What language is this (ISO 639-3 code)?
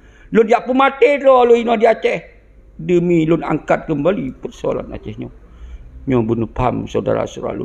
ace